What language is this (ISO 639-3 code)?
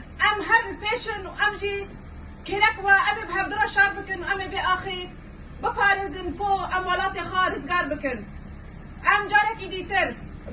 kur